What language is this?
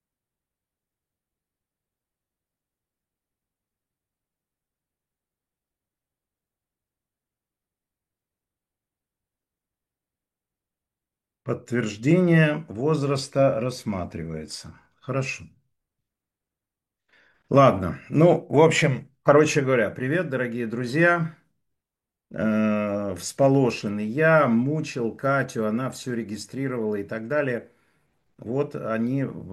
Russian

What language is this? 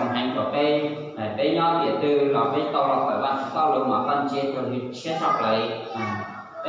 Hmong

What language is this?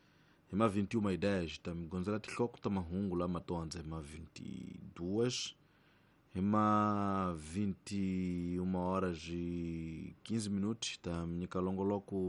Tsonga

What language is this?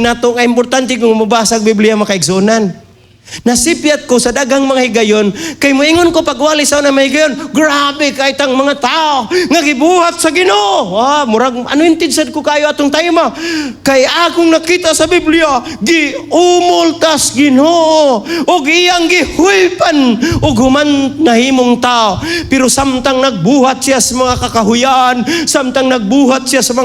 Cebuano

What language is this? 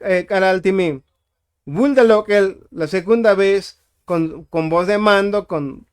Tzotzil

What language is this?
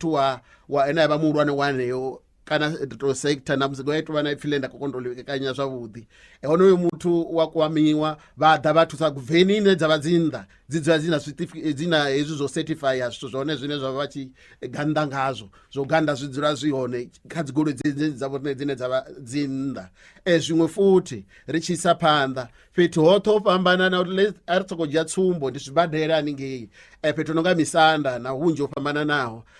Venda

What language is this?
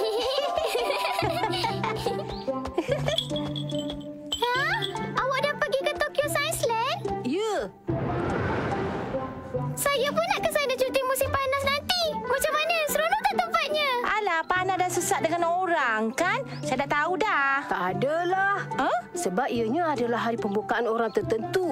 Malay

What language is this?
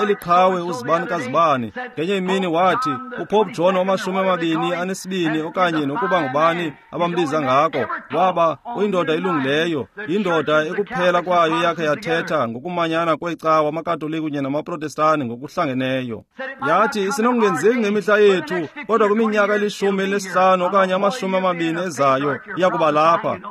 Xhosa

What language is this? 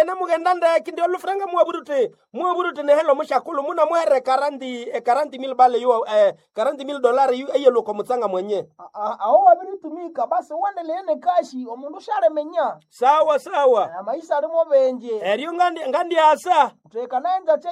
Nande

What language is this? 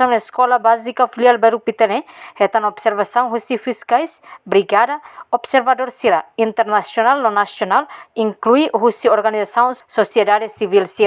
Tetum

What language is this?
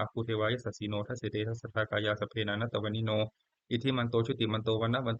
Pali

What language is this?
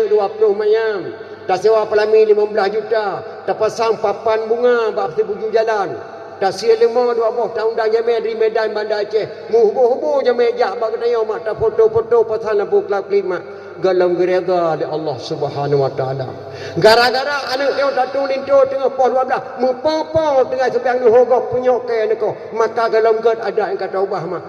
Achinese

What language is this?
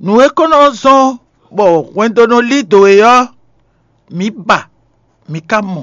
Fon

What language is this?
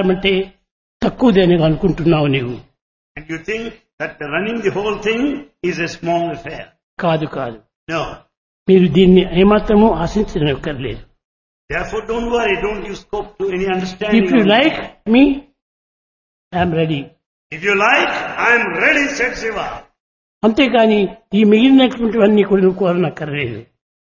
Telugu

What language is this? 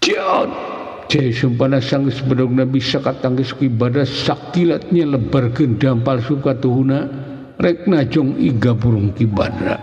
Sundanese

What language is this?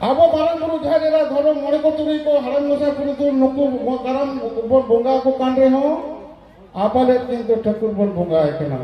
Santali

